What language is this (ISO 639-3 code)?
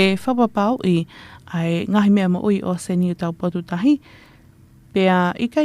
ton